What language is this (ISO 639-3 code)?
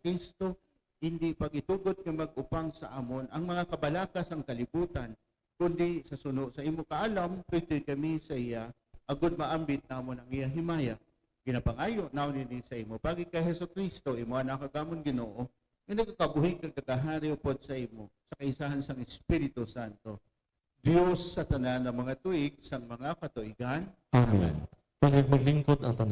hil